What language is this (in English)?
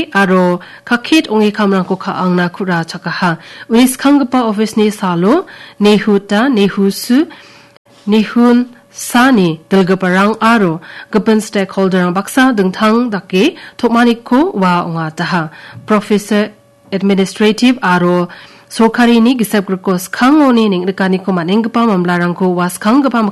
Garo